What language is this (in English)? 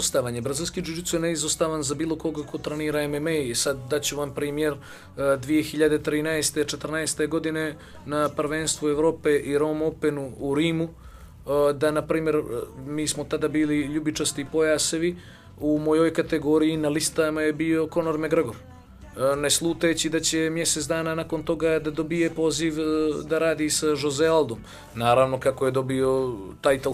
Bosnian